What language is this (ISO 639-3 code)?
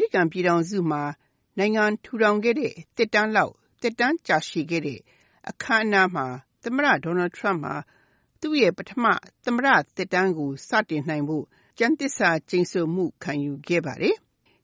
mya